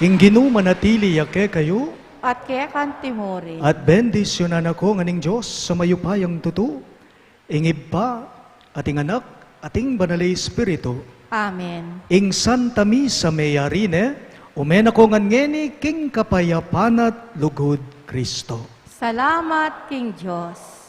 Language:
Pampanga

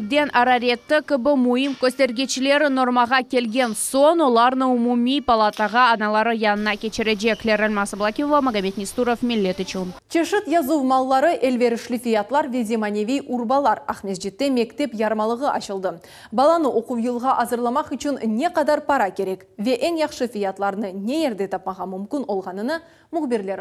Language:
Crimean Tatar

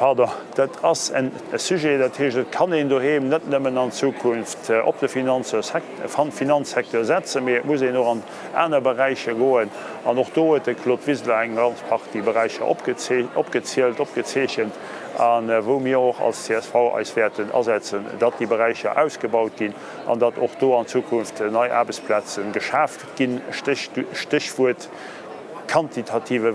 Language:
Luxembourgish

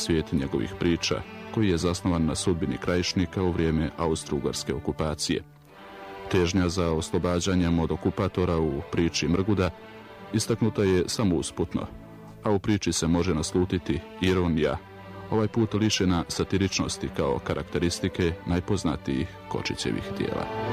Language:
Bosnian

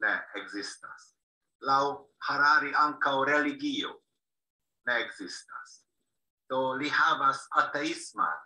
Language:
Esperanto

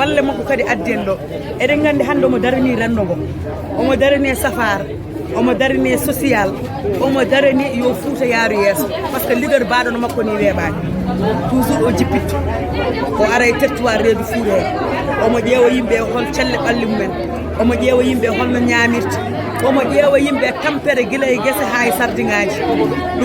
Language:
Fula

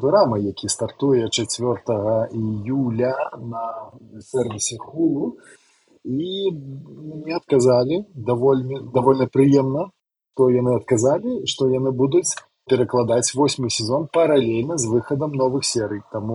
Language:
Belarusian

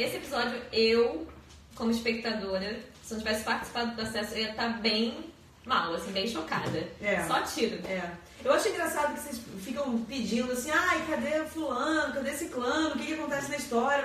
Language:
Portuguese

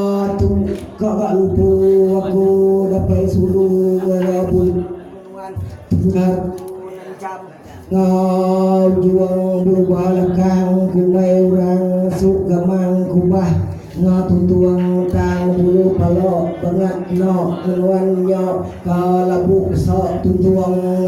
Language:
Iban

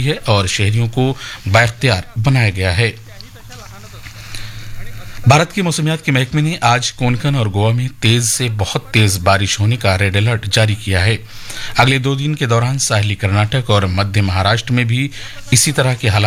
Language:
Urdu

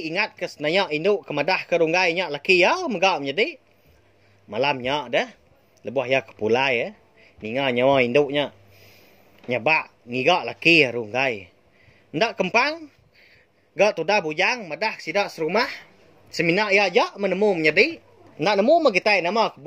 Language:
Iban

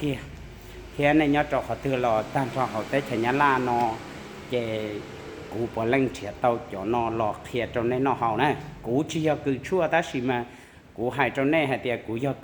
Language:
Hmong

